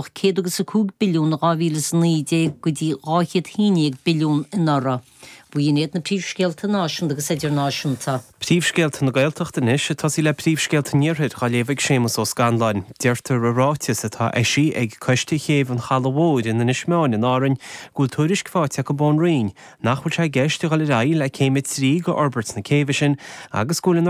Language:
Irish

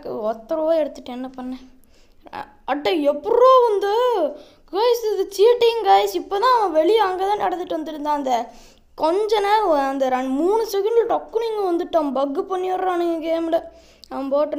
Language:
Tamil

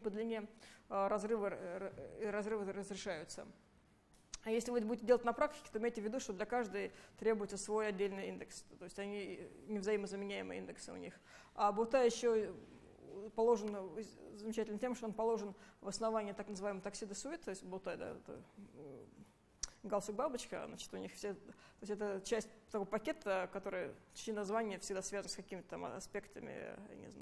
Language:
Russian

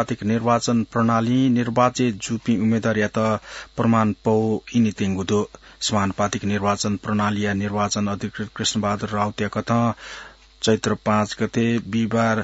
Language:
Newari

